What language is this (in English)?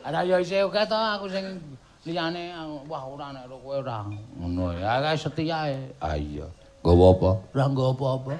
Javanese